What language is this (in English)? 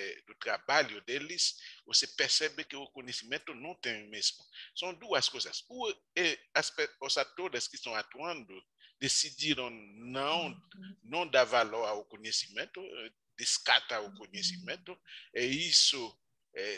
Portuguese